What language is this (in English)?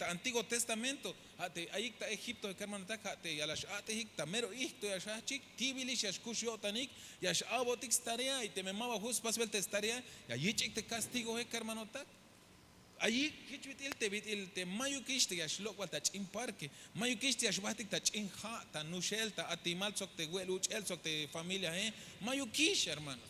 Tzeltal